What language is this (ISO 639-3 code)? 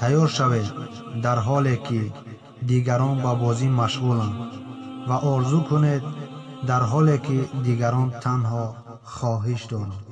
tgk